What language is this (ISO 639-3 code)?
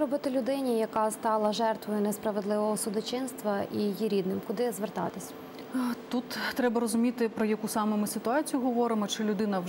ukr